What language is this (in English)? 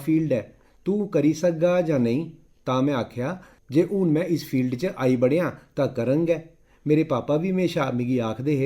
Dogri